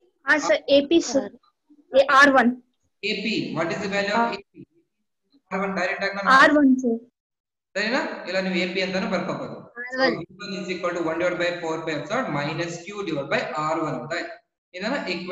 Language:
Kannada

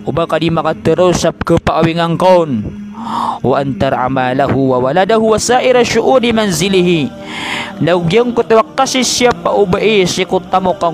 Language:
Maranao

